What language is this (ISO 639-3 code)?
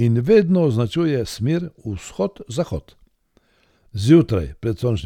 slv